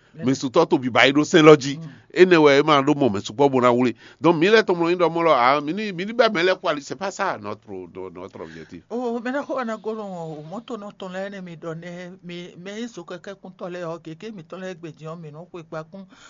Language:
Fon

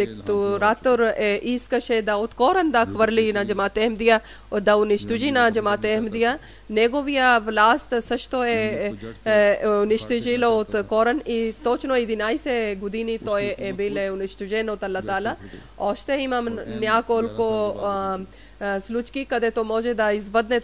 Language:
Bulgarian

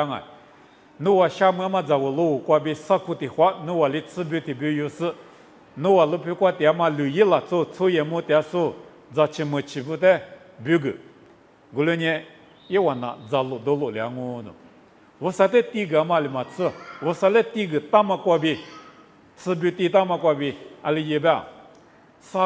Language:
Lisu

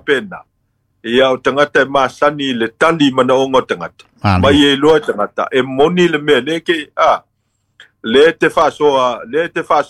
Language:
Samoan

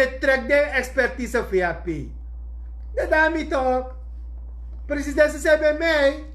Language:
Sranan Tongo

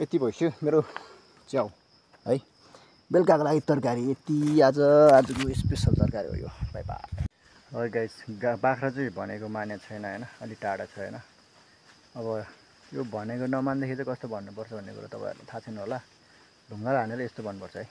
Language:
Nepali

